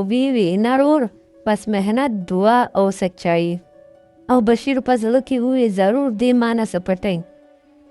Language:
Pashto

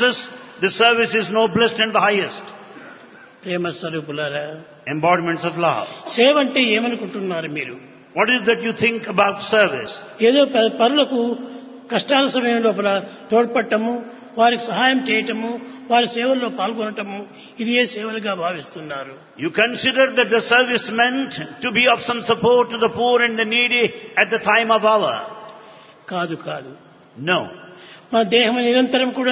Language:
Telugu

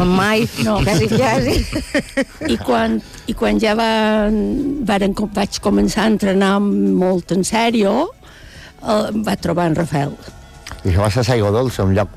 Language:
Catalan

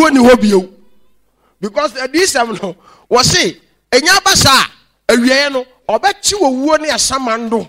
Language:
Akan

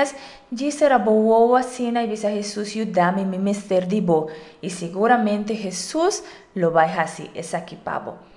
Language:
Papiamento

